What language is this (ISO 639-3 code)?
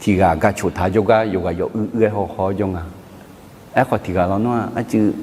ahk